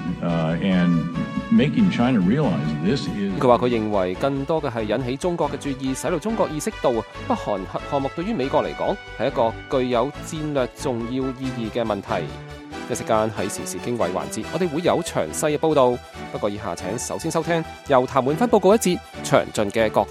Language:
Cantonese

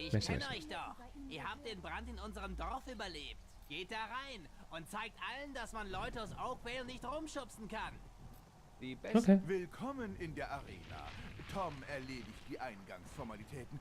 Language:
Swiss German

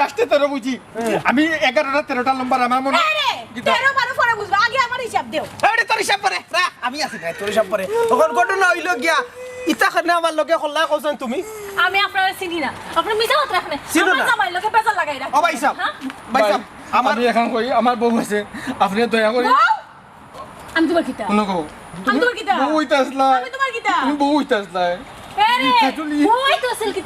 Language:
Sylheti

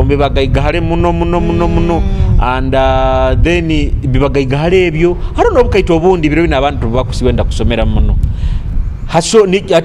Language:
Nyoro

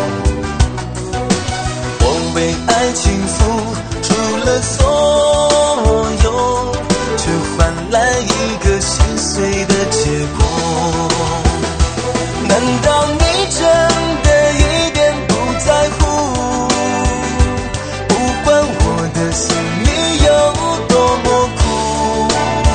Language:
Chinese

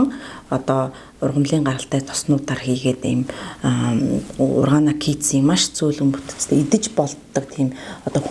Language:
Mongolian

